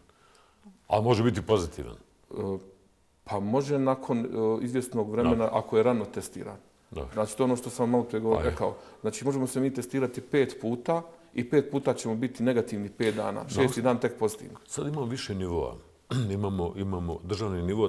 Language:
Bosnian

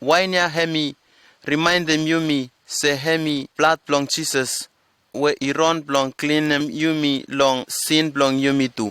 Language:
Bislama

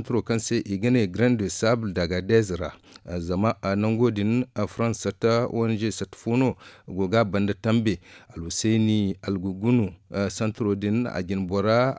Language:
Zarma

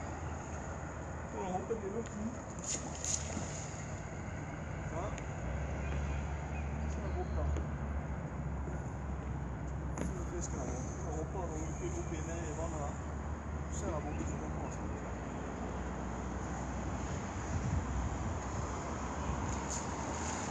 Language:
Norwegian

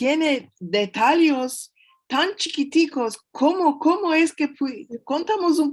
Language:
Ladino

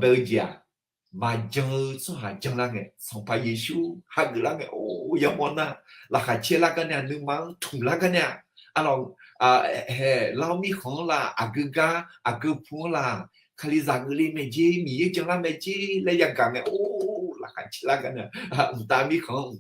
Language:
Akha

